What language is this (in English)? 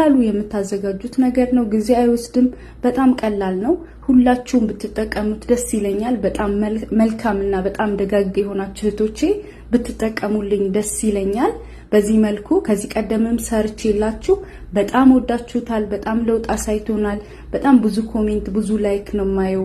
Amharic